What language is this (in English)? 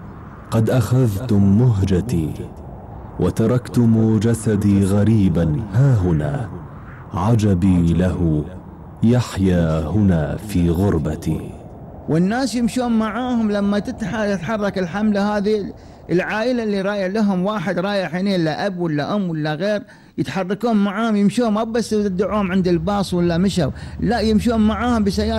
Gulf Arabic